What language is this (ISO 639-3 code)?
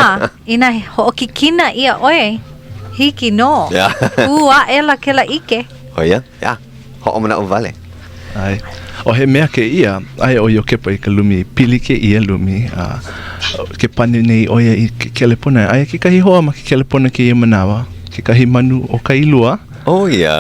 haw